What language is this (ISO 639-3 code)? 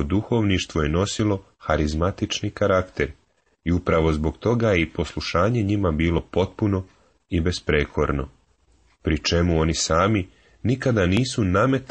srp